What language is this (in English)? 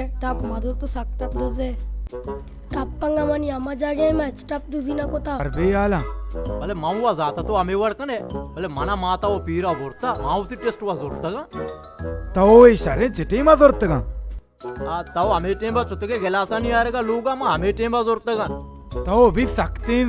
Baluchi